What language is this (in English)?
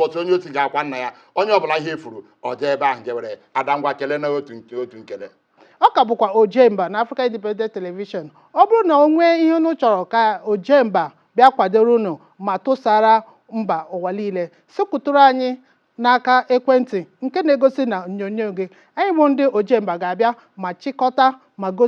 Igbo